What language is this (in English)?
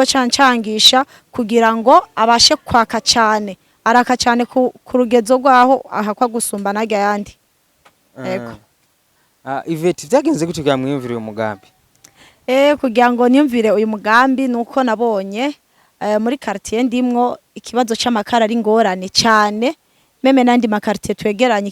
Rundi